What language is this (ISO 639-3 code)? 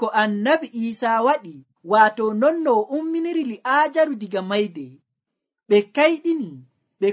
fuv